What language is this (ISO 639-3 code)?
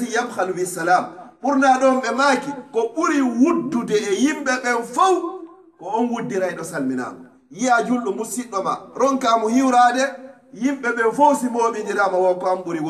fuf